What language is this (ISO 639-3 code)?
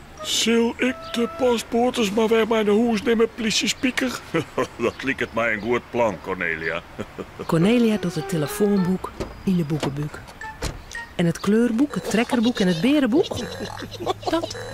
fry